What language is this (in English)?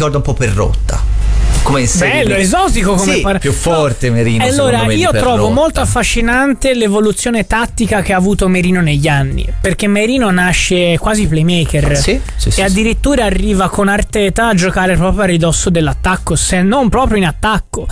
Italian